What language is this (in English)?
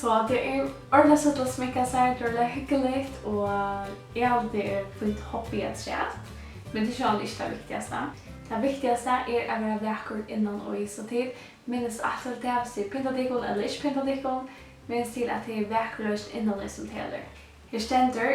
Faroese